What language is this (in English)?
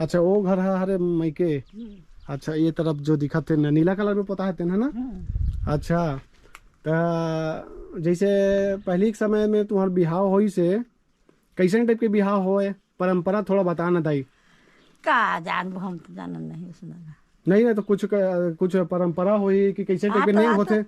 Chhattisgarhi